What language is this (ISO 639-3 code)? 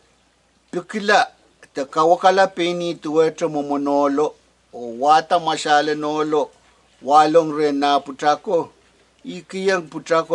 pon